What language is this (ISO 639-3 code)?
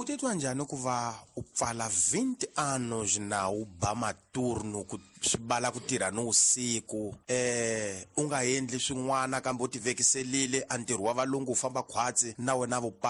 tso